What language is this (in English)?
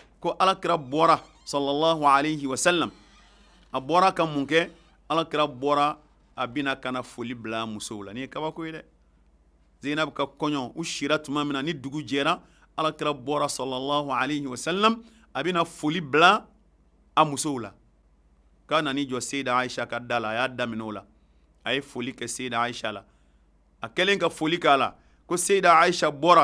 Bambara